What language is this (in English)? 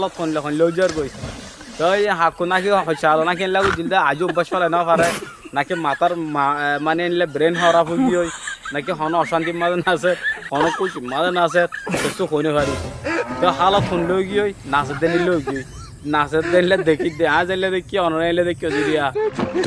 Rohingya